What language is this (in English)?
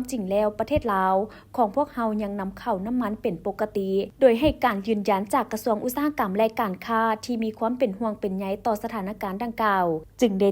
Lao